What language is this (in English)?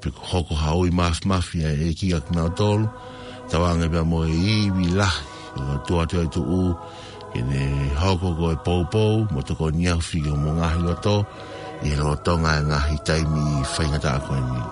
Tongan